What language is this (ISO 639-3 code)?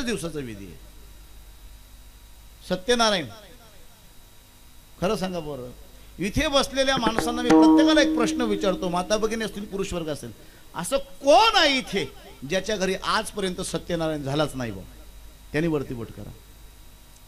mar